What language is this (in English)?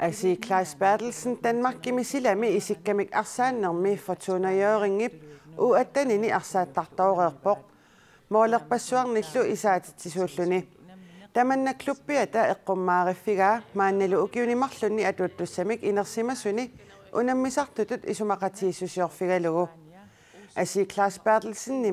Kalaallisut